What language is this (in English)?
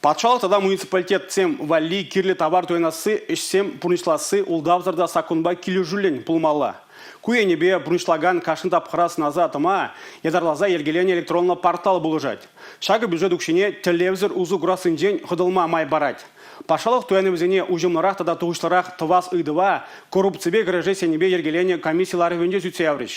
Chuvash